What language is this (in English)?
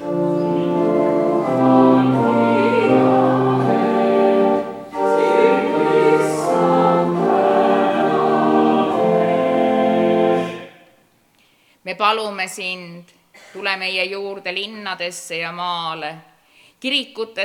Estonian